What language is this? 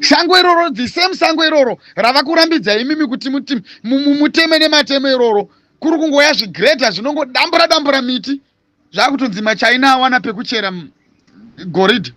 Shona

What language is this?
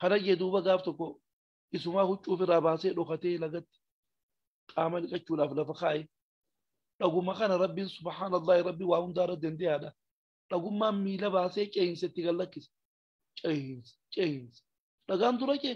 Oromo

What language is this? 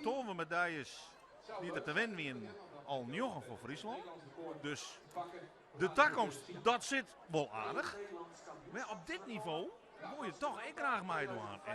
Western Frisian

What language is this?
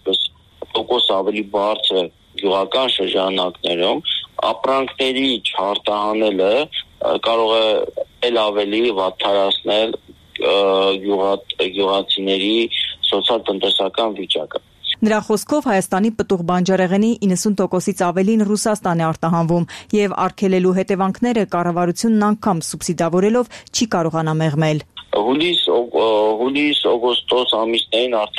Armenian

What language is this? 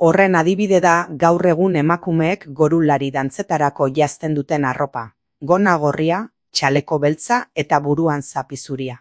Basque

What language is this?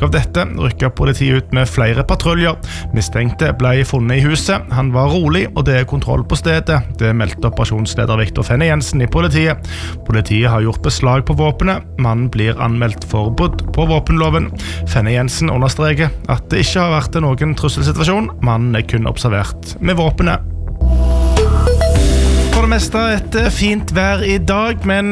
Norwegian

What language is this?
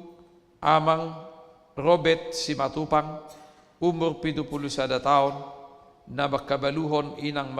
Batak Toba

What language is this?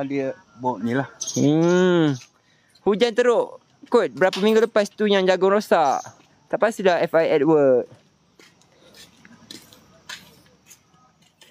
Malay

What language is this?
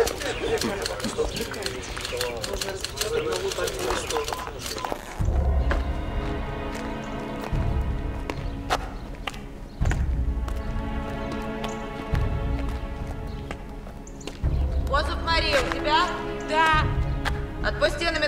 Russian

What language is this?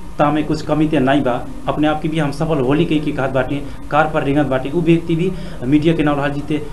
Bhojpuri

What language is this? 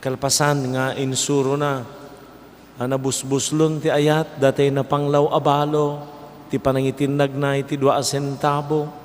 Iloko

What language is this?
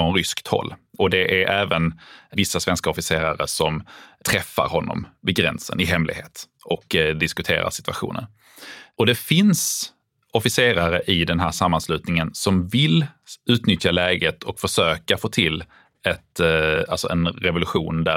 Swedish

